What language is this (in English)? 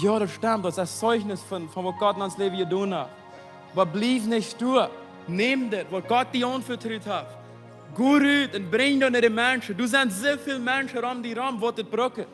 Plautdietsch